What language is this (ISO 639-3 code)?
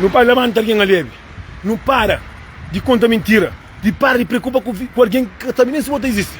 kea